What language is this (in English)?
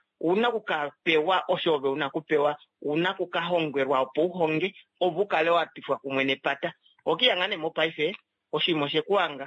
Kuanyama